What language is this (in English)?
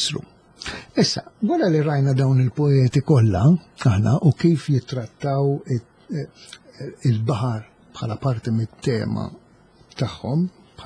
Maltese